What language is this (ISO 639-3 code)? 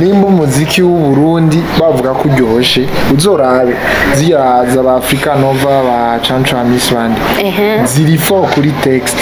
run